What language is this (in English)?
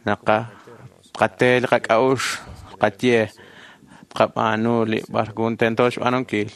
Kekchí